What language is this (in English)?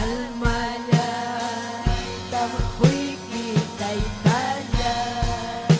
Ayacucho Quechua